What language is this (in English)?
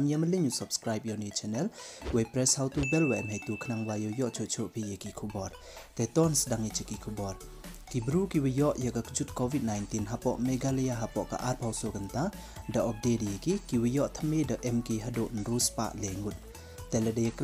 Pnar